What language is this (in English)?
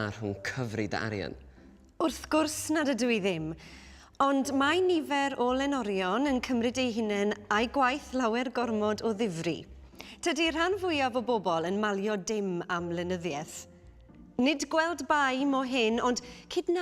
Welsh